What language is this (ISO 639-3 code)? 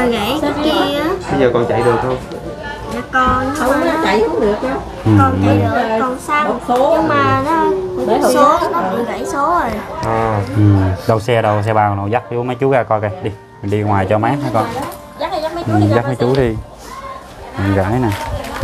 vie